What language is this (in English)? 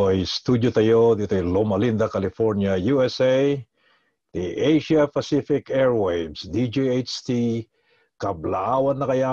Iloko